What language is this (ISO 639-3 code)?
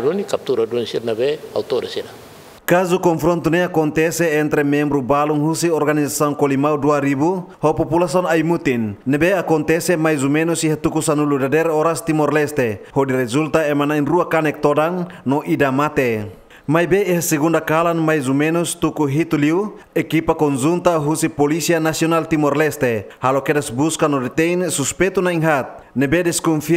tet